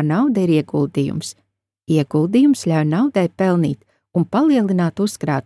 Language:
Latvian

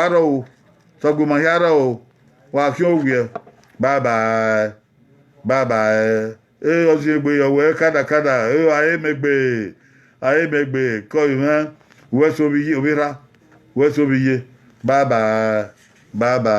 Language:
Bini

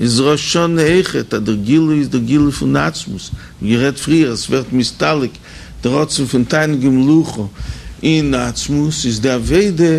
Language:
Yiddish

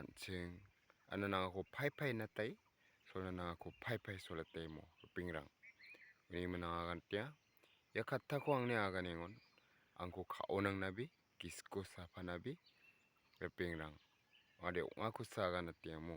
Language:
Garo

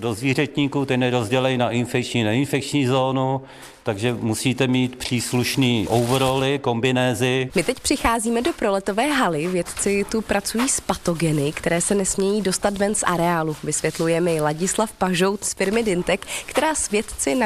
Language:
Czech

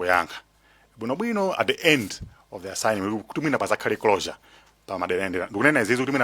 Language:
Nyanja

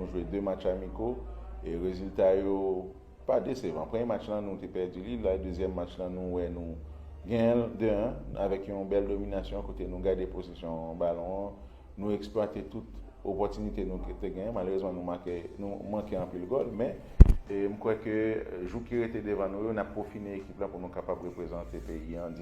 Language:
Haitian Creole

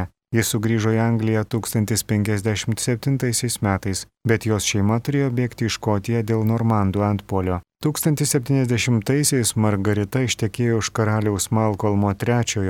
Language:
Lithuanian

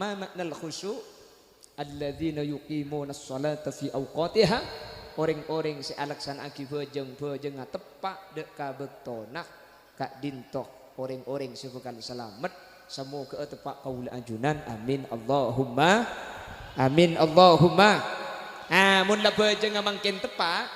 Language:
Madurese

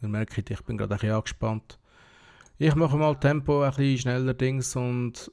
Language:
Swiss German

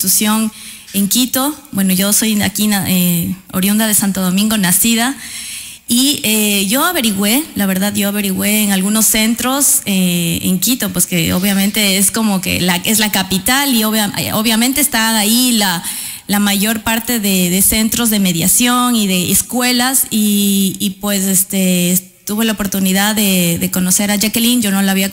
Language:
Spanish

